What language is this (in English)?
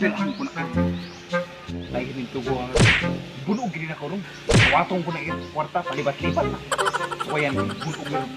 Cebuano